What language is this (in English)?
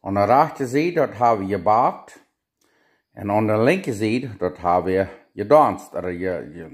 Plautdietsch